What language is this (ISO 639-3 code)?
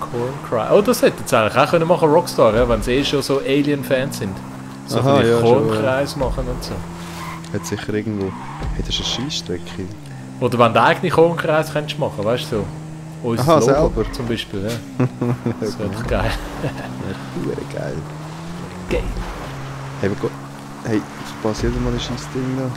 gsw